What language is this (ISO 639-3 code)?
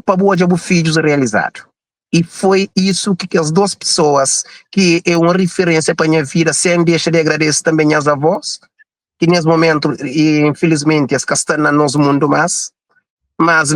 kea